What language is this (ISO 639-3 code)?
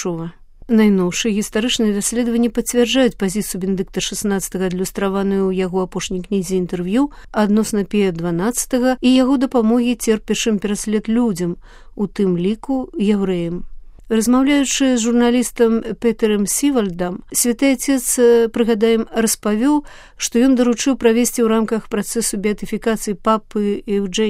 bel